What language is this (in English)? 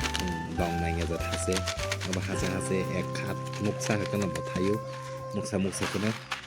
Kok Borok